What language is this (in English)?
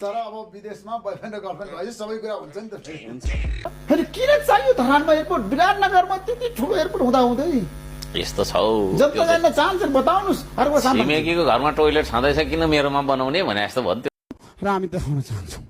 Nepali